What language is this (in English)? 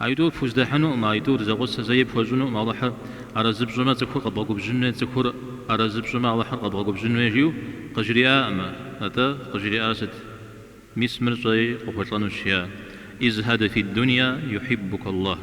Kabardian